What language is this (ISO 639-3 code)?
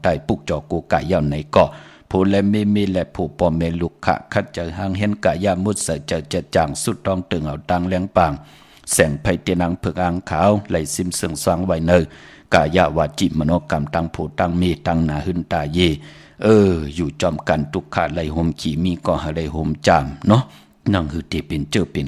shn